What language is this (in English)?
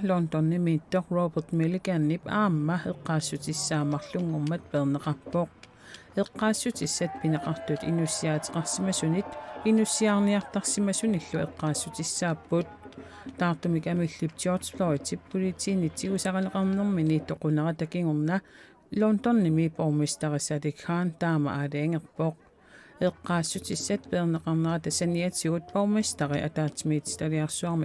Kalaallisut